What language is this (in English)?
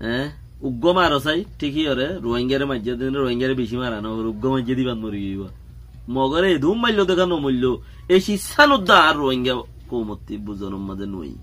Rohingya